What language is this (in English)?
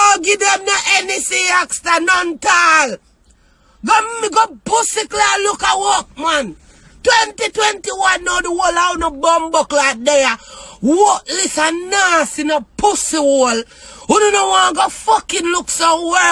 Jamaican Creole English